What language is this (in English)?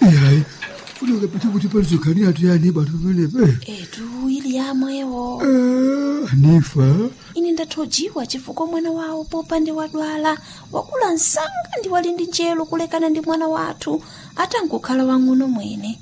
Nyanja